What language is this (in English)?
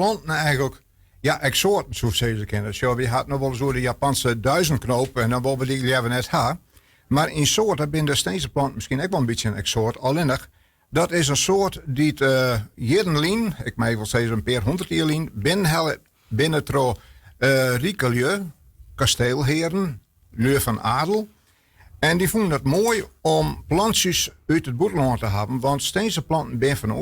Western Frisian